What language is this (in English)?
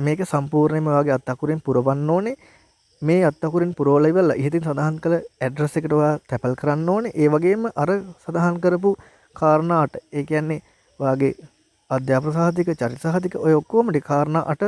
Sinhala